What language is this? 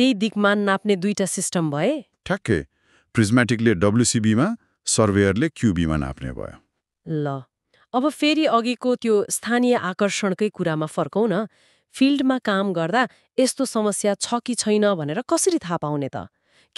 Nepali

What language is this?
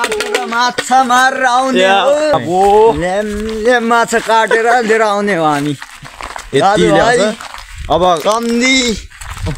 Nepali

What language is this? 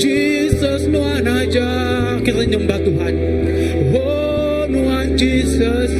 Iban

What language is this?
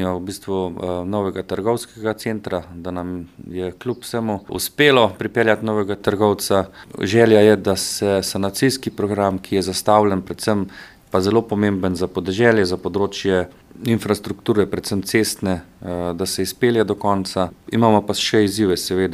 Slovenian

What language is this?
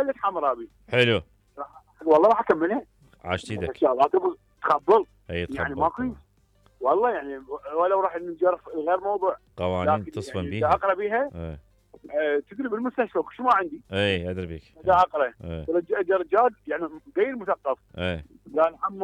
Mesopotamian Arabic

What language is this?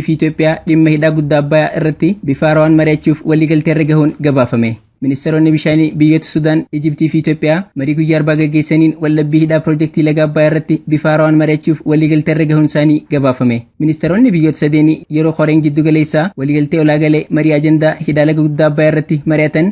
Oromo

